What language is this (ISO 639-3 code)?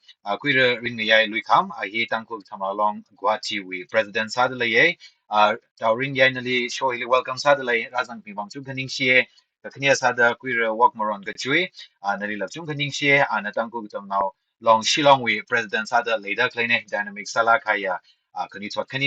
nmf